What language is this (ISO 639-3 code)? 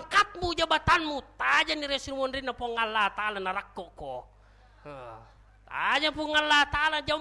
bug